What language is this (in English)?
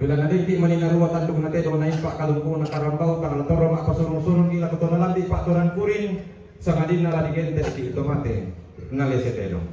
Toraja-Sa'dan